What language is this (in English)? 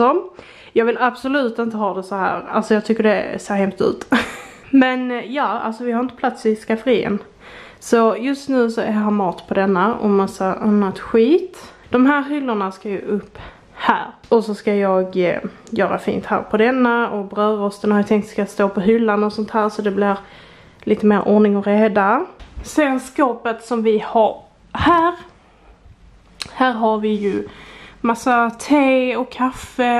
Swedish